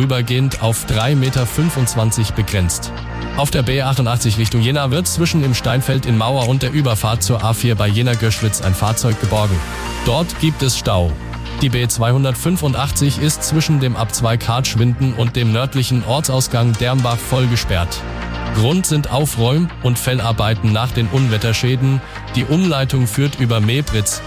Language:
German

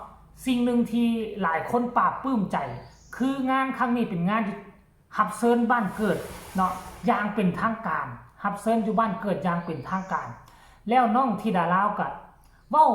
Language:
Lao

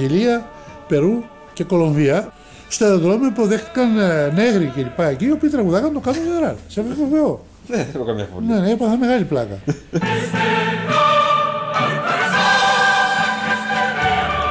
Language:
Greek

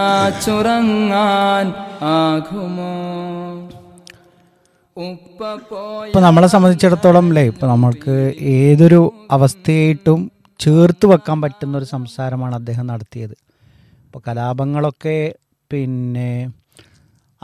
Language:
Malayalam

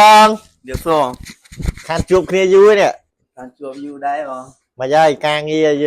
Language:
Khmer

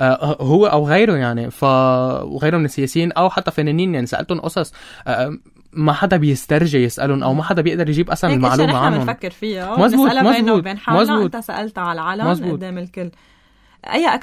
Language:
North Levantine Arabic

